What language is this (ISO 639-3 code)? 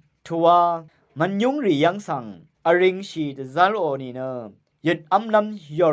raw